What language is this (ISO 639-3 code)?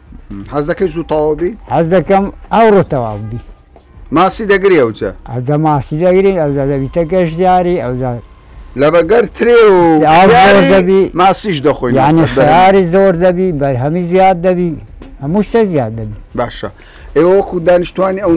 ckb